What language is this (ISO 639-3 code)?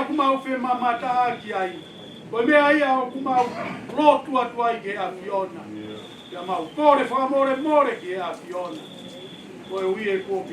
ton